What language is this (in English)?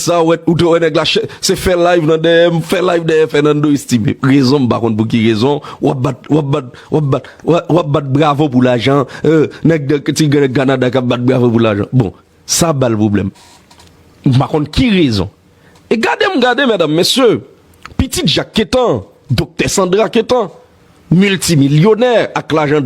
Haitian Creole